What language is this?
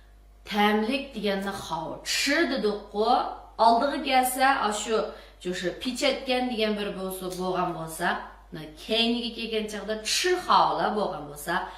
Uyghur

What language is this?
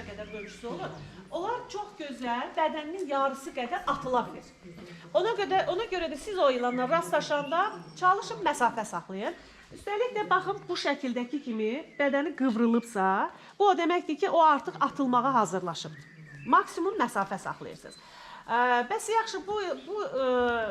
Azerbaijani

